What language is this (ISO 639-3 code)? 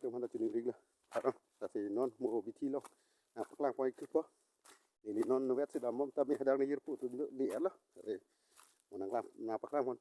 mjw